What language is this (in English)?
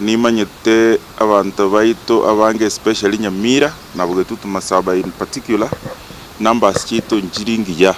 Gusii